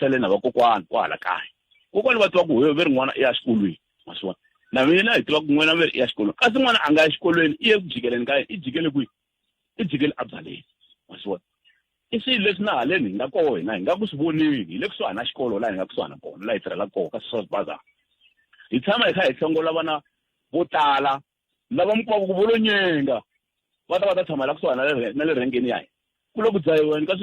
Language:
Tsonga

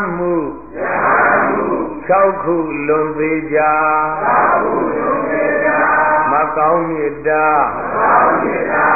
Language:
Burmese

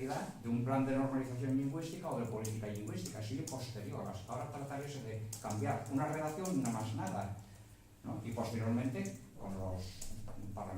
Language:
Asturian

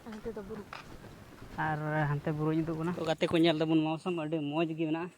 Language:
Santali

